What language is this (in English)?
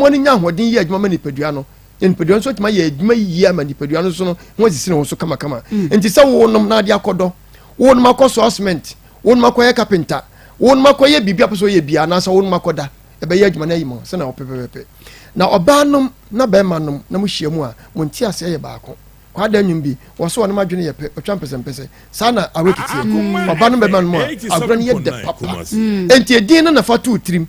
Akan